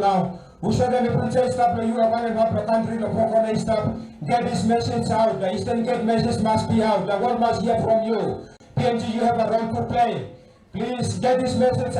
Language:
Tok Pisin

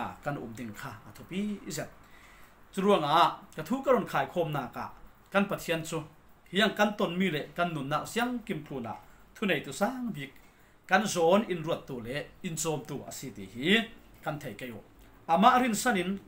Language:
Falam Chin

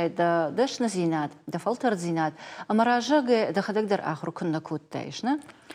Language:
Ossetic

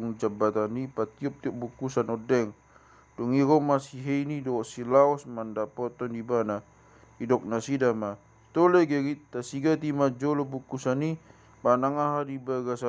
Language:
Batak Toba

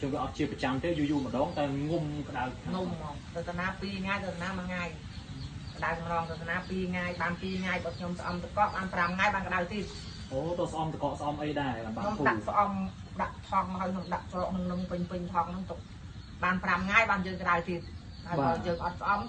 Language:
Khmer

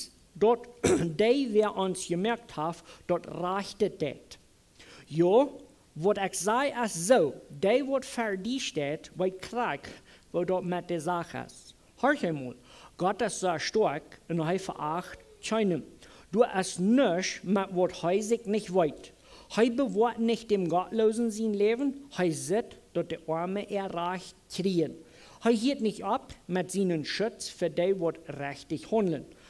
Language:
Plautdietsch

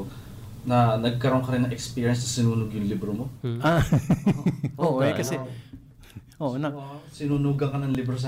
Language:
Filipino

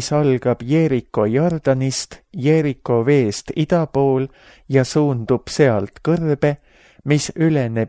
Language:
Estonian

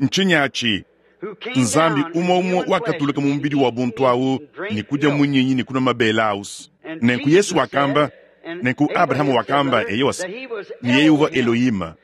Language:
Luba-Lulua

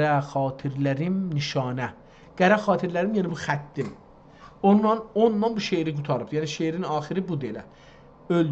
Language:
South Azerbaijani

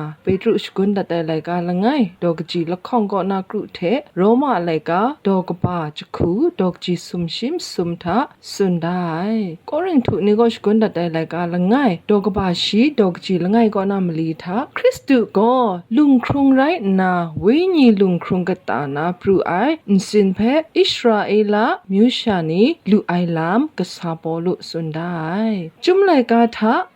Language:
Kachin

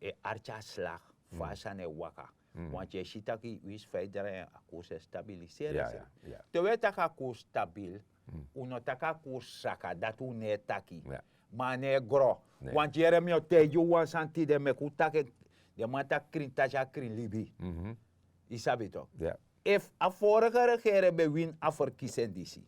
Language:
Sranan Tongo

